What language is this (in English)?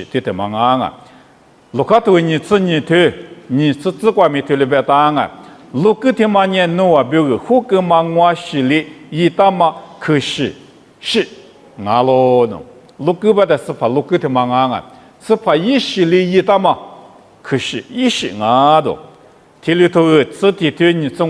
Lisu